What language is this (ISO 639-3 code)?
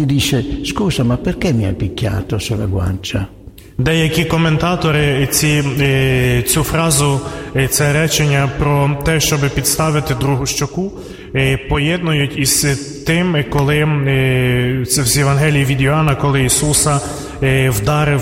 ukr